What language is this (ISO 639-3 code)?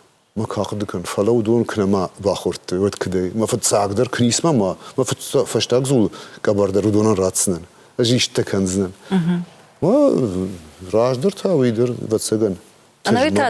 oss